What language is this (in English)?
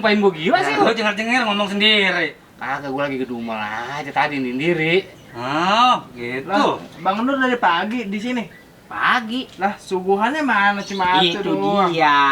Betawi